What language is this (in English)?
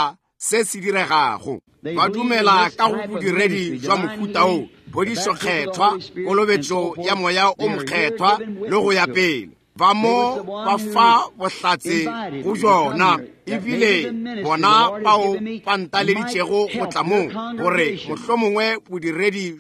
Northern Sotho